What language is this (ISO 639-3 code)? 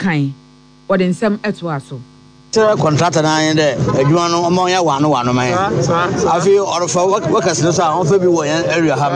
aka